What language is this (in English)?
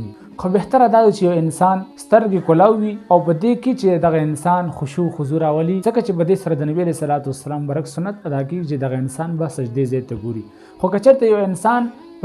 Pashto